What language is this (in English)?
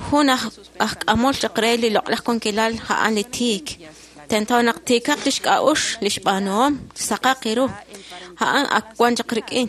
Kekchí